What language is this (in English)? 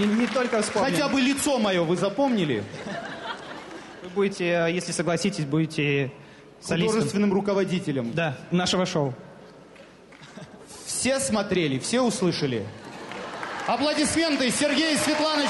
Russian